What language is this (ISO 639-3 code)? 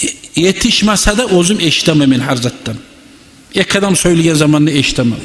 kum